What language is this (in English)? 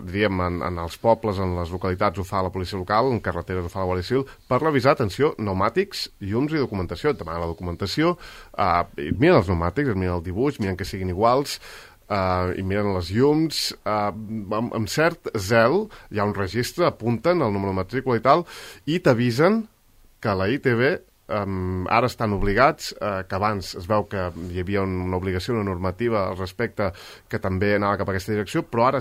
Catalan